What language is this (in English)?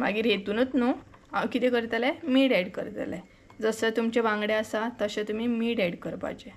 Konkani